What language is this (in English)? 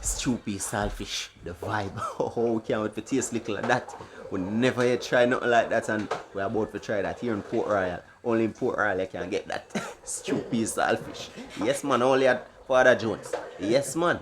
Jamaican Creole English